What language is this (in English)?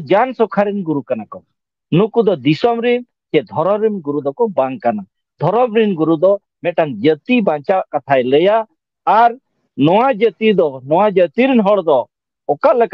Santali